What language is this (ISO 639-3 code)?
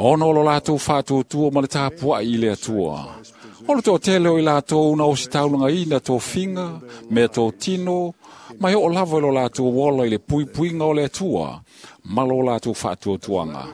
smo